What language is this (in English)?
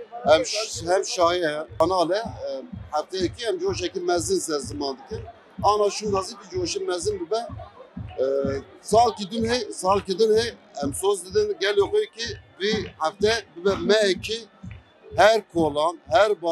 Kurdish